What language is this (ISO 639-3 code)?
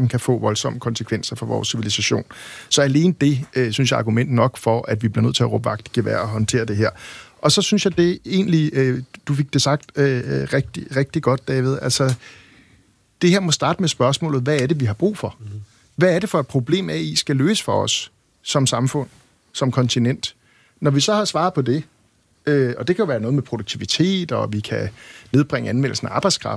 dan